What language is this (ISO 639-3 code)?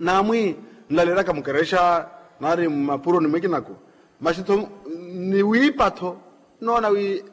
vmw